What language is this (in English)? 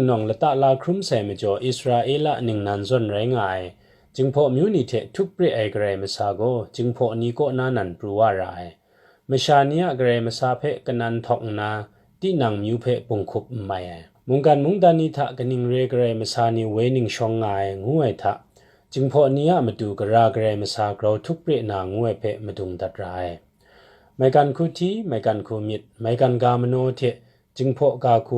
Kachin